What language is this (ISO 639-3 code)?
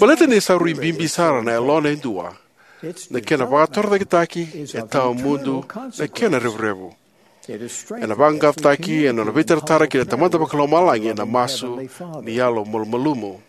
fij